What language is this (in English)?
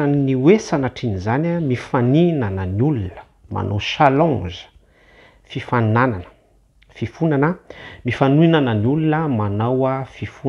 Malagasy